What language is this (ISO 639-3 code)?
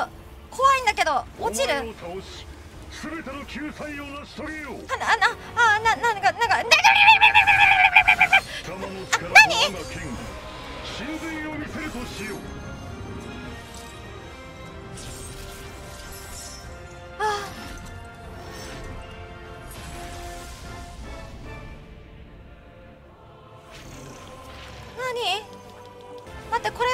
jpn